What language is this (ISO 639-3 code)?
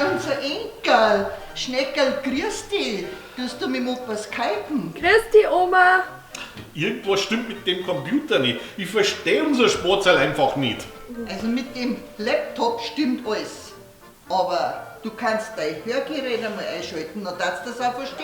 bar